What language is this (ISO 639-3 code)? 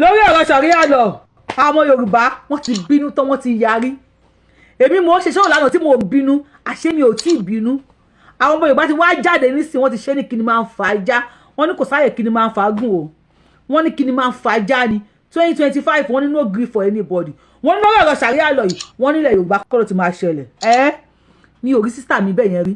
yor